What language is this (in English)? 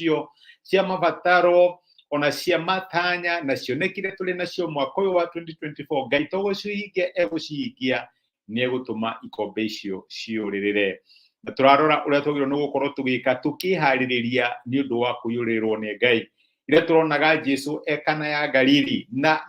Kikuyu